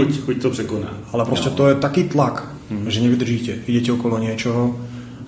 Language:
Slovak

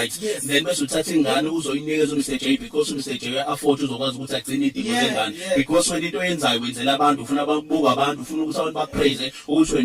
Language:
Zulu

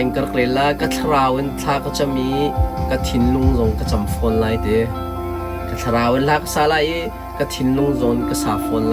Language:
Hakha Chin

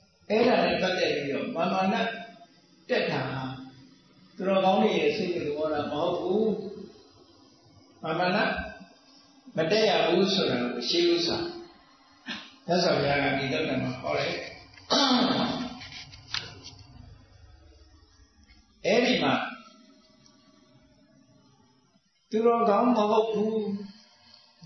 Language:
Burmese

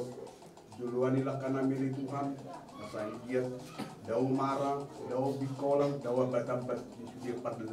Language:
Batak Toba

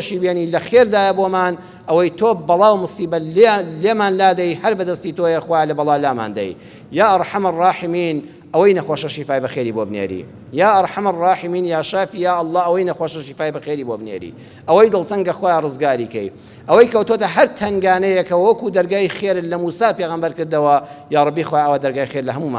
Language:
Central Kurdish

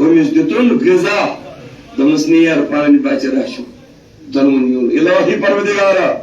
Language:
Kashmiri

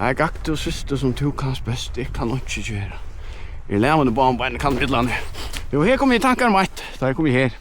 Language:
Faroese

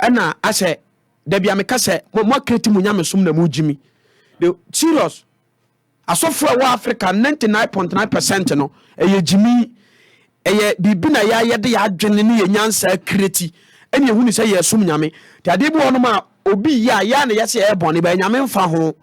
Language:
Akan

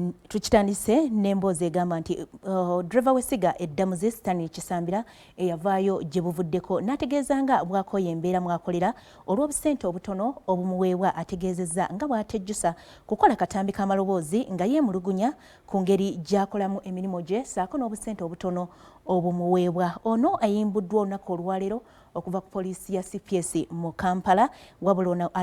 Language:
Ganda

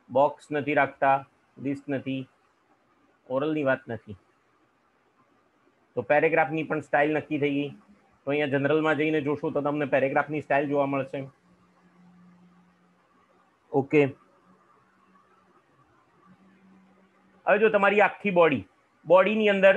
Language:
Gujarati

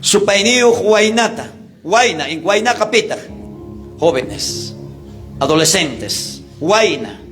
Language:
South Bolivian Quechua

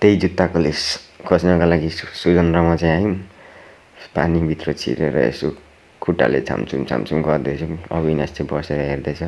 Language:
Nepali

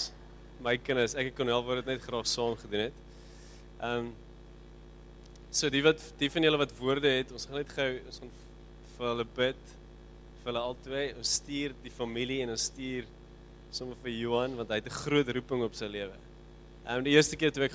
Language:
Afrikaans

